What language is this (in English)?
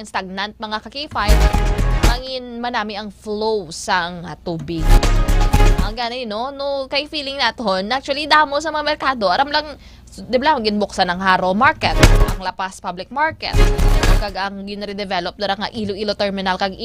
Hiligaynon